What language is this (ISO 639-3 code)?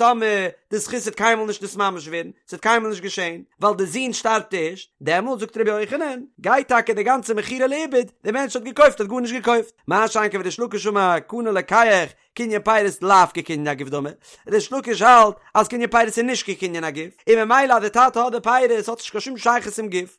yid